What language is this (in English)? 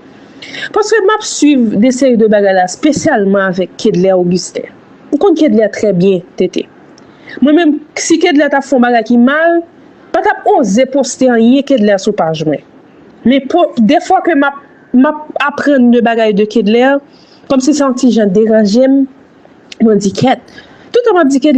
Haitian Creole